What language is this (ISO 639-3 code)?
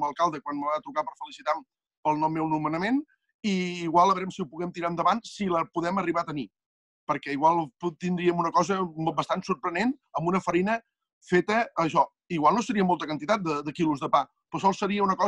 cat